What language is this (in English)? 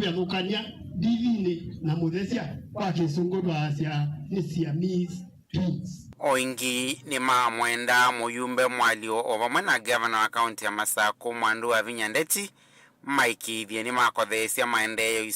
Kamba